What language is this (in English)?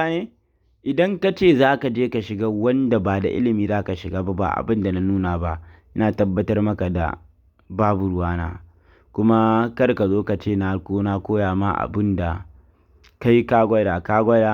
Hausa